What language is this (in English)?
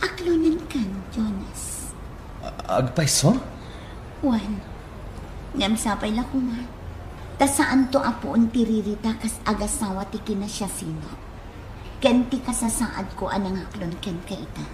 Iloko